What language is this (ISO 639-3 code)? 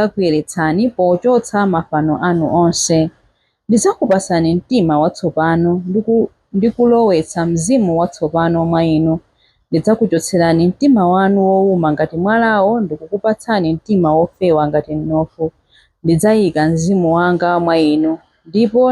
nya